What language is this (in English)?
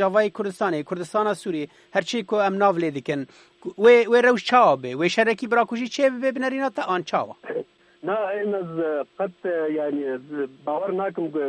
Kurdish